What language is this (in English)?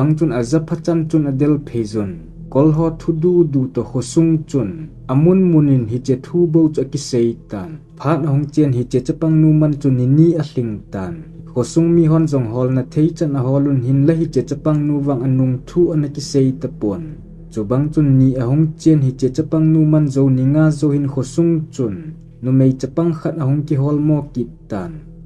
Thado Chin